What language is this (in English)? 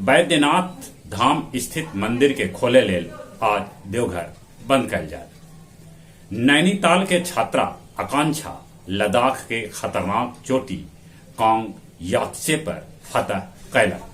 Magahi